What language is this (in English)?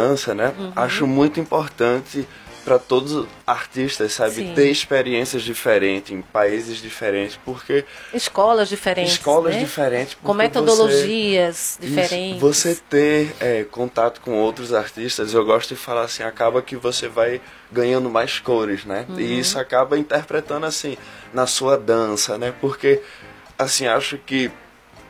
Portuguese